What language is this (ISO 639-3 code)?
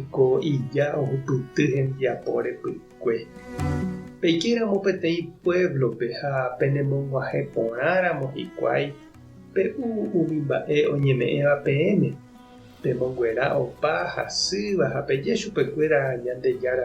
grn